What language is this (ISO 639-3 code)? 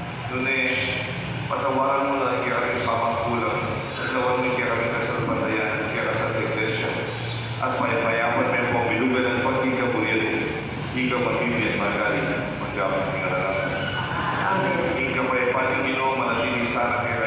pam